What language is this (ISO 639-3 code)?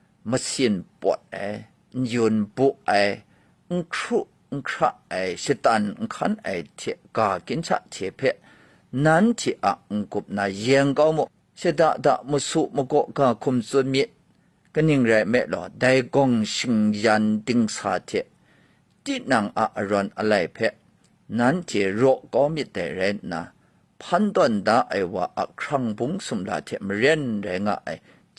kac